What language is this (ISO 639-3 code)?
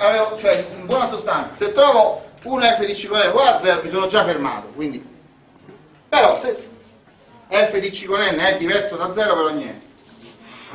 ita